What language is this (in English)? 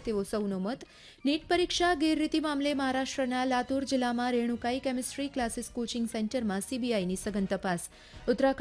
Gujarati